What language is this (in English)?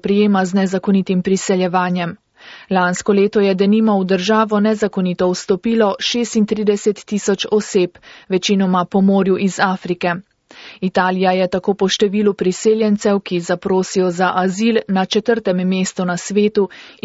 Slovenian